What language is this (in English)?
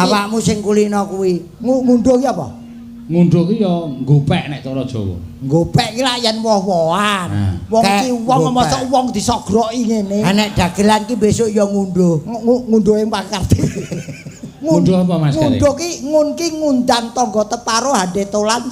Javanese